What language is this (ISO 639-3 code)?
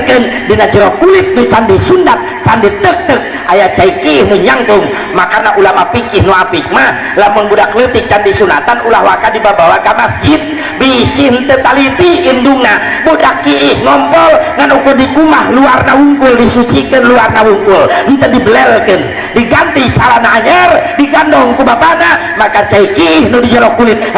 sun